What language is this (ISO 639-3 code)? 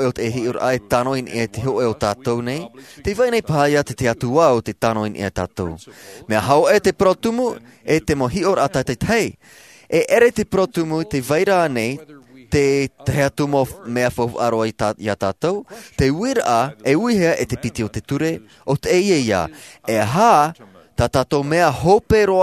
tah